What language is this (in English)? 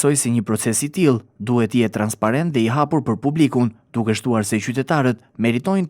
Albanian